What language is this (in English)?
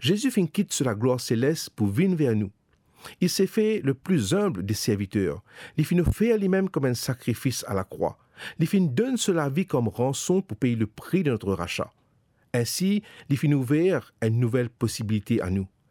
Morisyen